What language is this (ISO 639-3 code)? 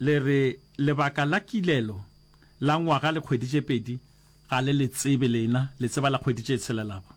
nso